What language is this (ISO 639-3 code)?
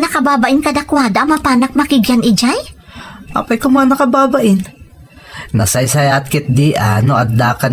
ilo